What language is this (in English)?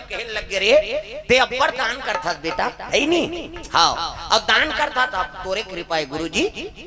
Chhattisgarhi